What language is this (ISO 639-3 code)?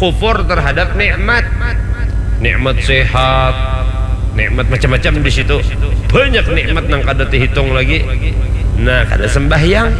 bjn